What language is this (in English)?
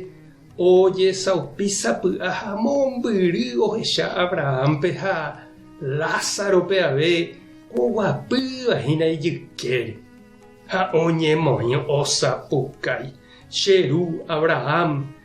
Guarani